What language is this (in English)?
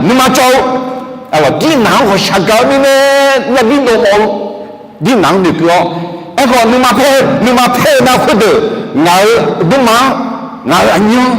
Akha